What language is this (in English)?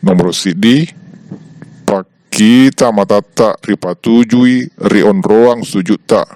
Buginese